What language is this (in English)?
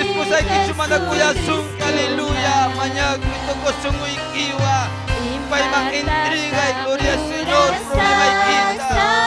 Ayacucho Quechua